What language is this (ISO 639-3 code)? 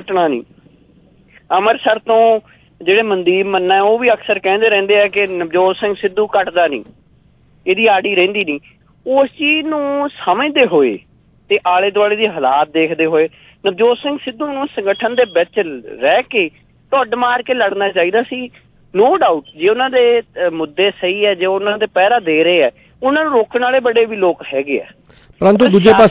pan